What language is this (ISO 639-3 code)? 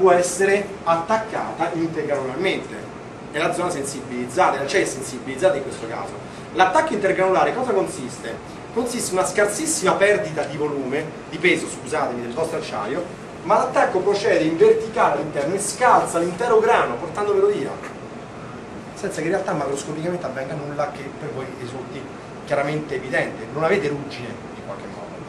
ita